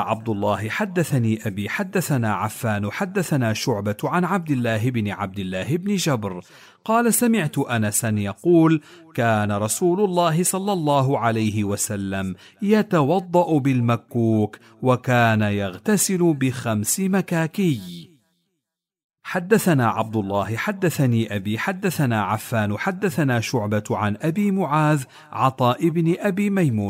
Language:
Arabic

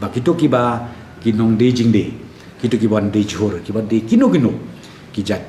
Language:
Khasi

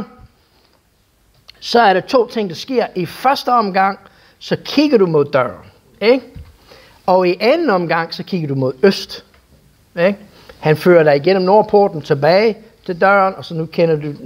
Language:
Danish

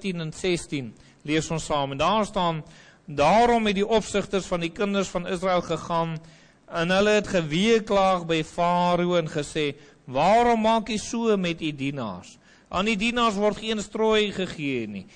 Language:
Afrikaans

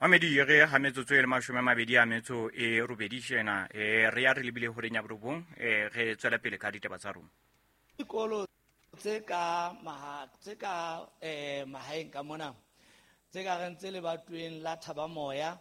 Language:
Southern Sotho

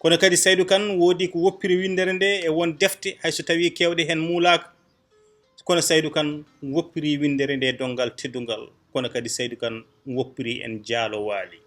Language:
Fula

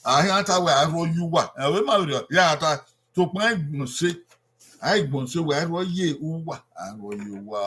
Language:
Bini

